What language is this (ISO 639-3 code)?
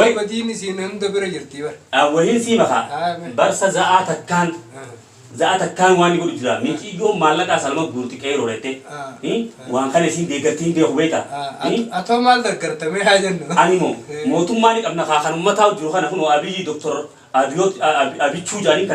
orm